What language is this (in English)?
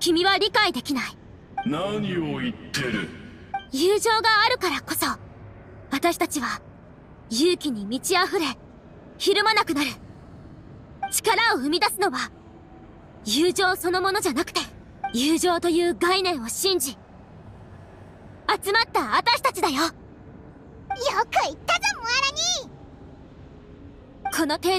Japanese